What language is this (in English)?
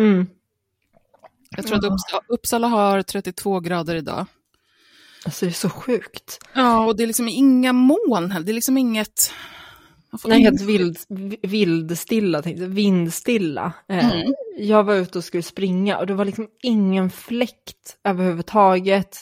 Swedish